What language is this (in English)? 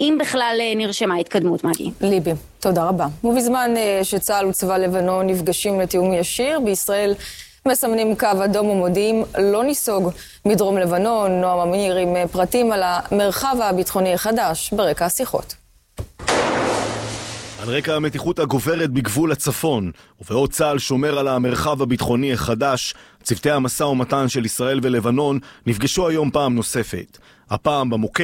Hebrew